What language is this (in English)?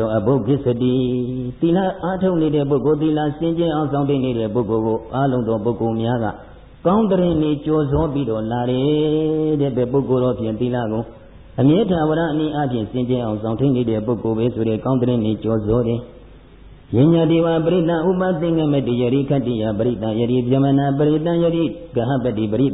Burmese